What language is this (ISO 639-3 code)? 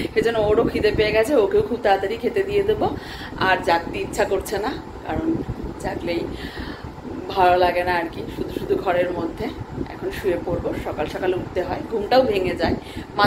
ben